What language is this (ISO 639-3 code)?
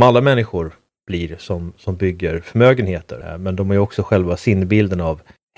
swe